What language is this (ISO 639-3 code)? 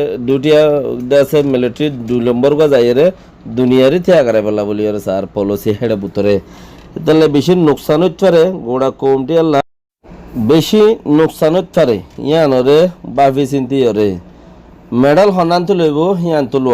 rhg